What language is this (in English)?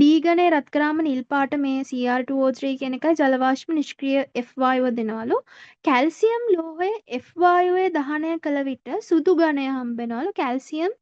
Sinhala